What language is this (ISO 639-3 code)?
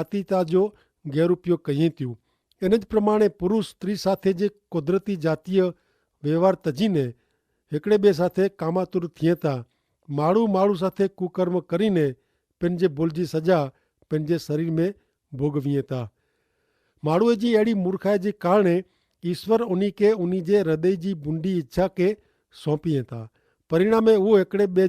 kfr